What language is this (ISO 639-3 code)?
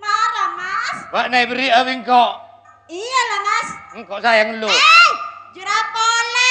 mad